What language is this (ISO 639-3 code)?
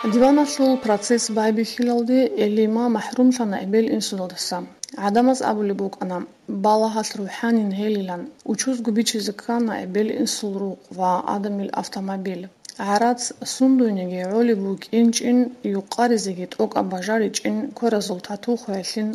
ava